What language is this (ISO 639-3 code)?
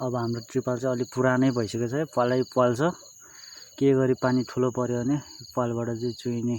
nep